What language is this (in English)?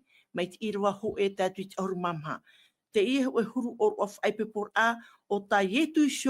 Tahitian